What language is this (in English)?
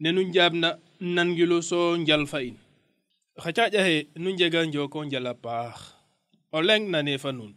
Serer